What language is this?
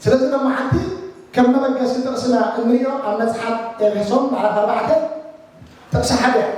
Tigrinya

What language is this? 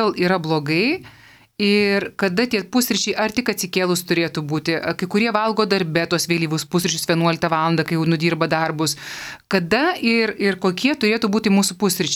Lithuanian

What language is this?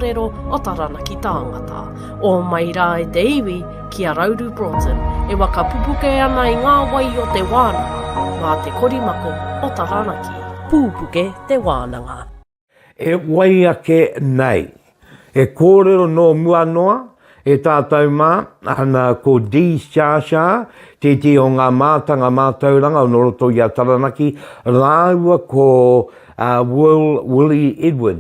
Māori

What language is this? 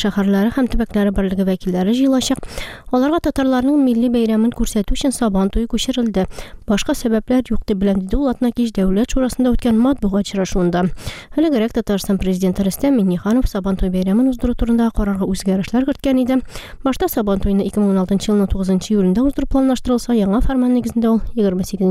Tatar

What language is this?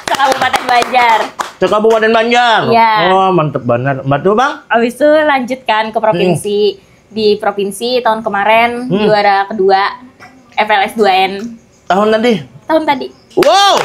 Banjar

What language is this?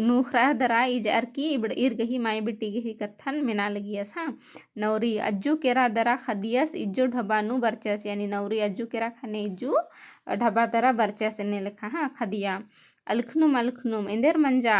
Kurukh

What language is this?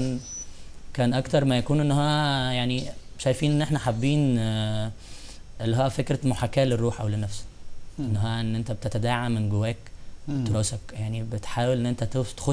Egyptian Arabic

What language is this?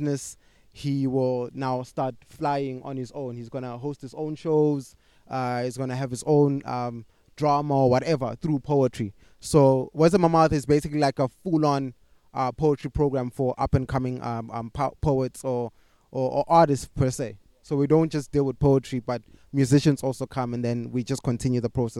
English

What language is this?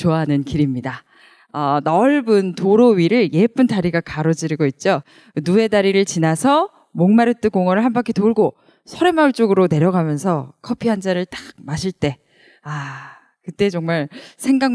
Korean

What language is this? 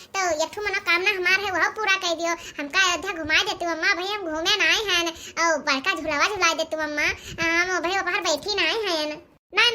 Awadhi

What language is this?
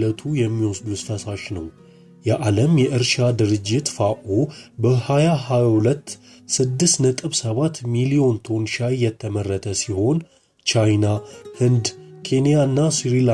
Amharic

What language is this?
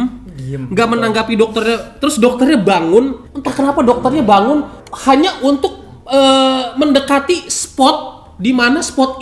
Indonesian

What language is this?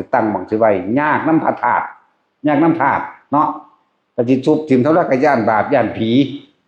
Northeastern Thai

